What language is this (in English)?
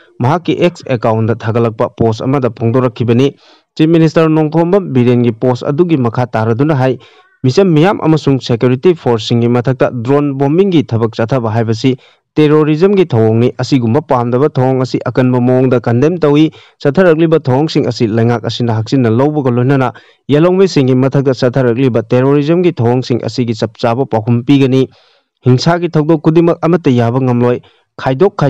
Manipuri